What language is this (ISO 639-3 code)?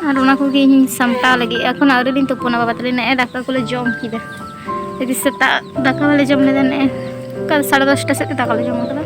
sat